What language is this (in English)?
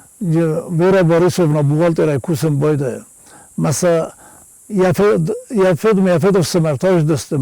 Ossetic